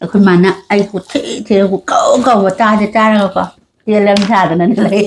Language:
Manipuri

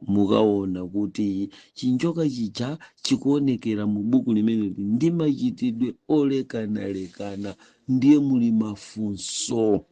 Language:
Nyanja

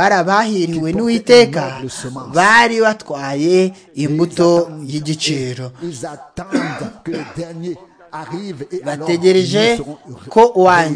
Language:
Kinyarwanda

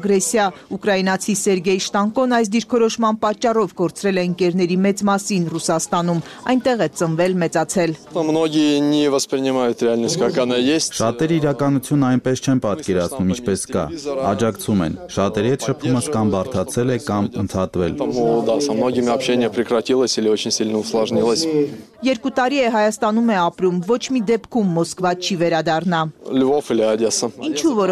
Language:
Armenian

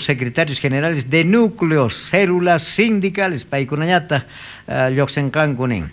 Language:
South Bolivian Quechua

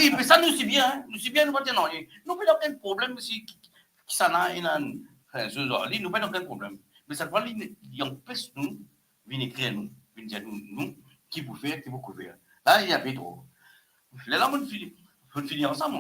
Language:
Morisyen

